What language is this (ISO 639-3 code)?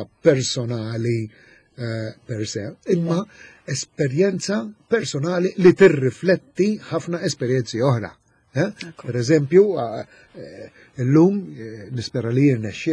mlt